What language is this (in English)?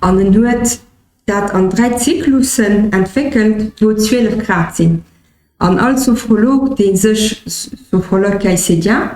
Luxembourgish